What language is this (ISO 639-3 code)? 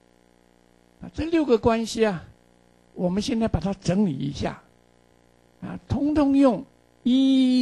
zho